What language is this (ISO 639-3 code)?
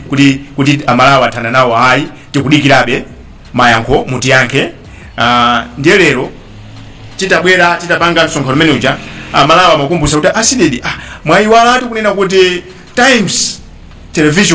nya